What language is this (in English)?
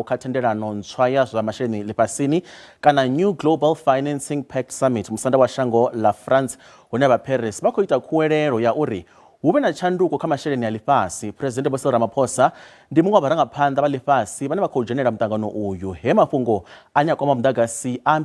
Venda